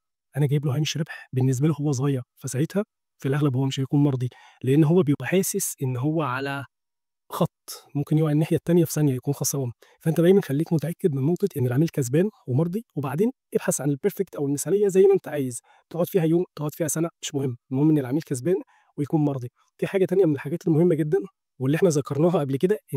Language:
Egyptian Arabic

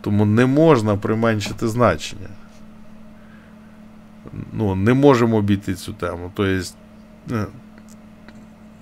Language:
Ukrainian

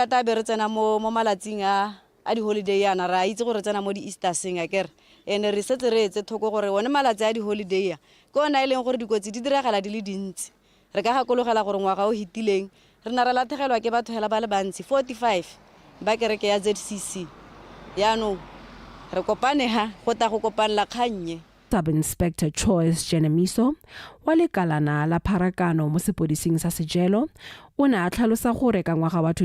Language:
Tswana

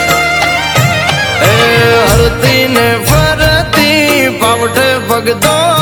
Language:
Gujarati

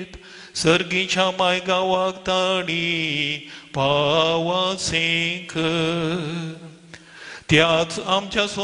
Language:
Konkani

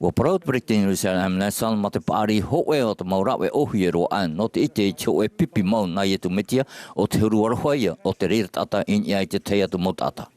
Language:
Tahitian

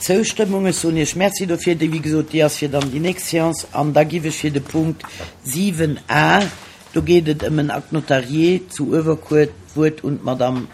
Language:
Luxembourgish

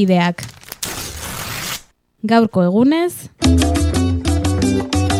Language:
Basque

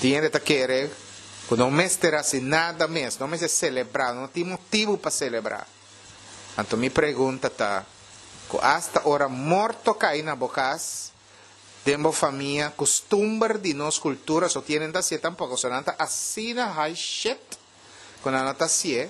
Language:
Papiamento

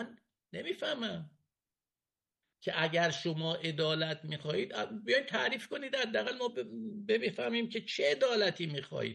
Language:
Persian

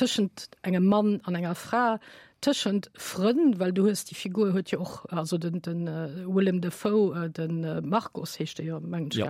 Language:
Luxembourgish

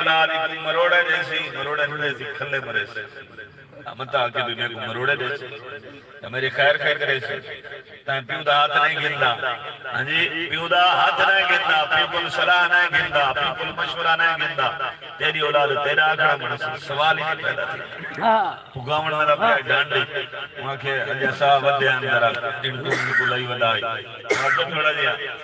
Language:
Saraiki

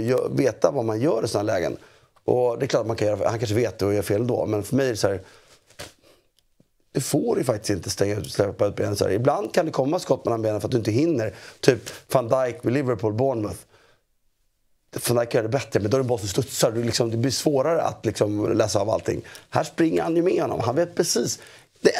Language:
Swedish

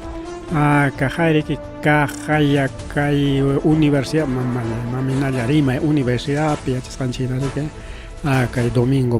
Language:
Ayacucho Quechua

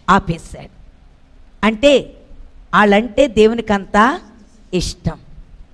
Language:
Telugu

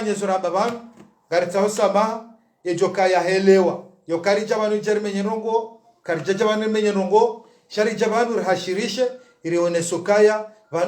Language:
Ngazidja Comorian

